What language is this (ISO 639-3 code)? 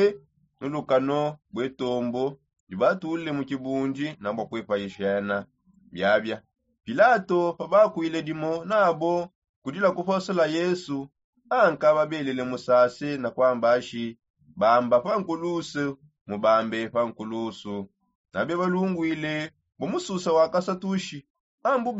sop